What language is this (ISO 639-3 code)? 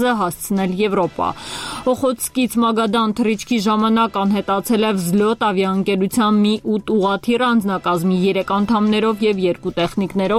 hye